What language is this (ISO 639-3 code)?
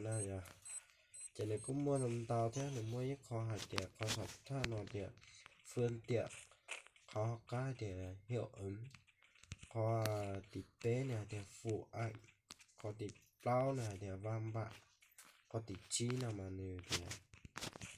hmn